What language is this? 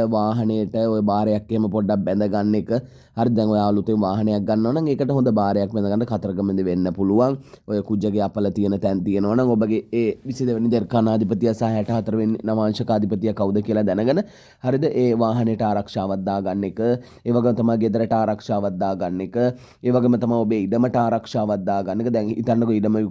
Sinhala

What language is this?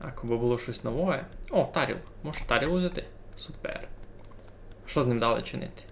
Rusyn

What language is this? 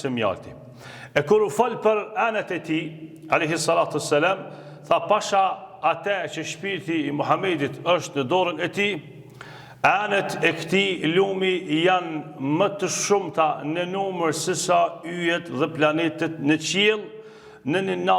Albanian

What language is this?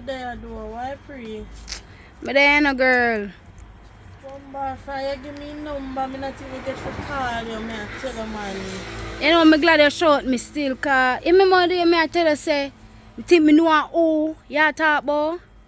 Jamaican Creole English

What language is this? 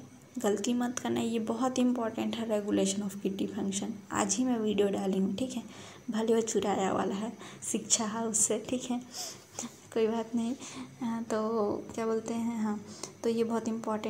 Hindi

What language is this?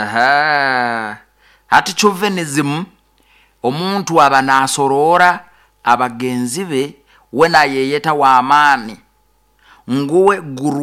Nyoro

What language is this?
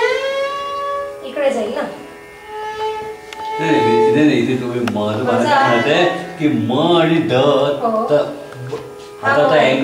Marathi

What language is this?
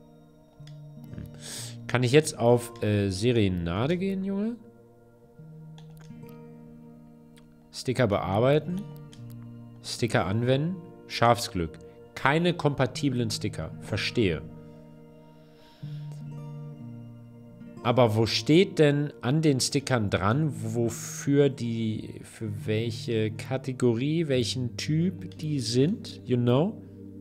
German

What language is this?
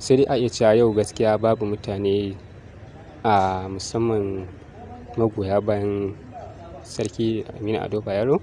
Hausa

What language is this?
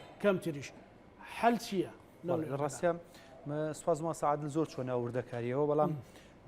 Central Kurdish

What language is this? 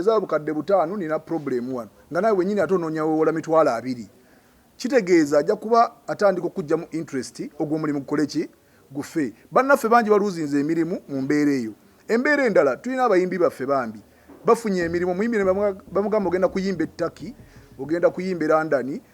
Ganda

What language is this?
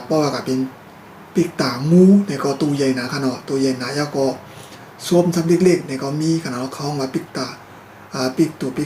Shan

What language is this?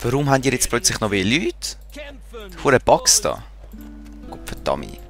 Swiss German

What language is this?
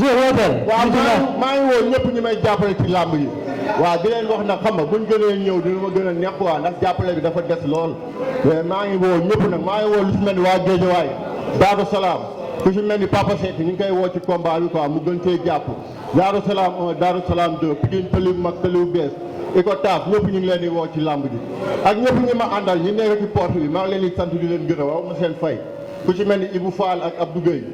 Wolof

